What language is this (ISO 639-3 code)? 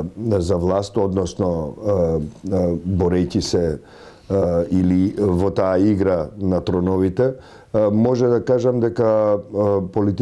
mkd